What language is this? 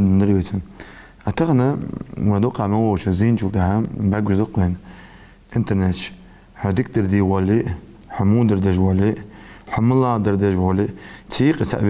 Ingush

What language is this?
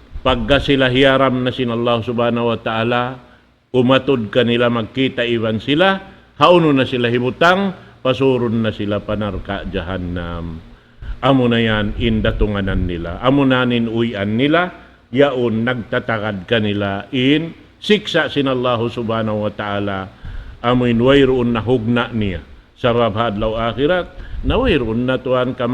Tausug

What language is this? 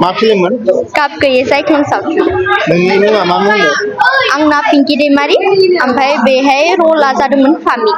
Bodo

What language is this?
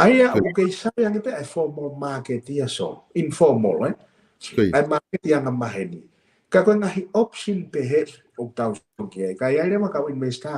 Tongan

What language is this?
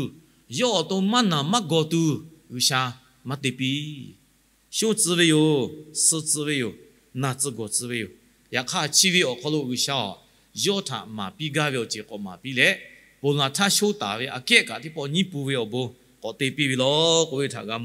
Lahu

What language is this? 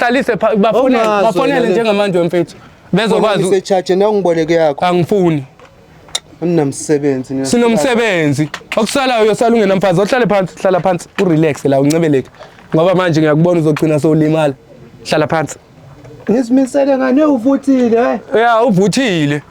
Zulu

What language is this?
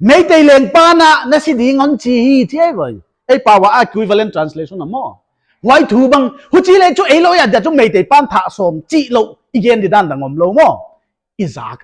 Paite Chin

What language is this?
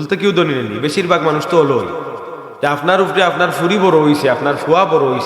Sylheti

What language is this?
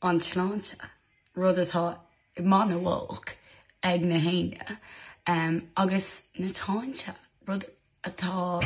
Irish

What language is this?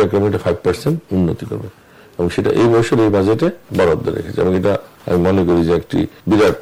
Bangla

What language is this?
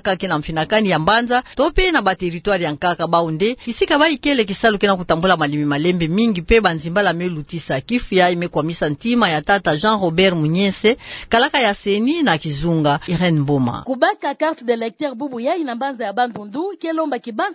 Kituba (Democratic Republic of Congo)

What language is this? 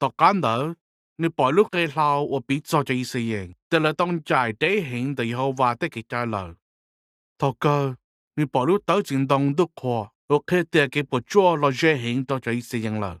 Hmong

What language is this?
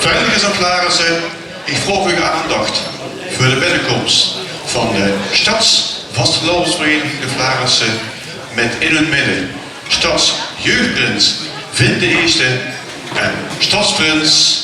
Limburgish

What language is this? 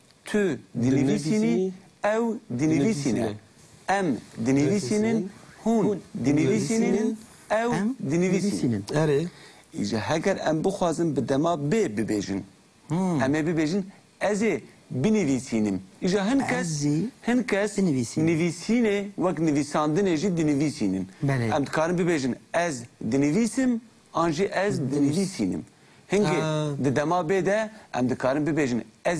Kurdish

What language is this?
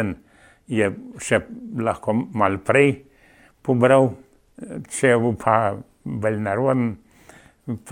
Slovenian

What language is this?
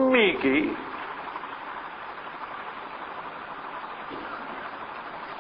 Urdu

